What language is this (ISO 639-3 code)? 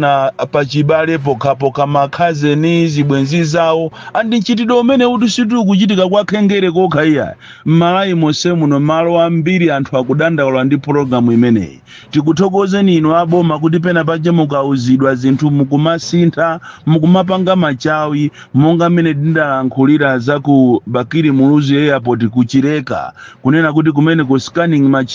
nya